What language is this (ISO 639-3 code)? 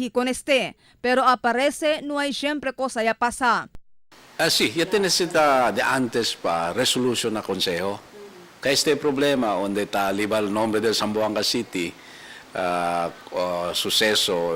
cbk